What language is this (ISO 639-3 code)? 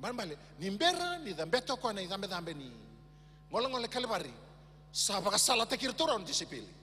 fij